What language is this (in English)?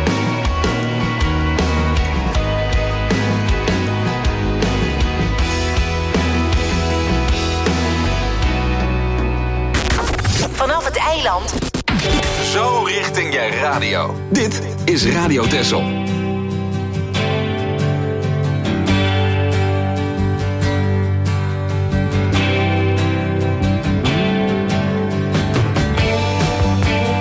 Dutch